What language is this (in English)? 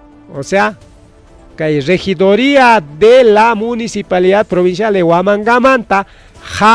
Ayacucho Quechua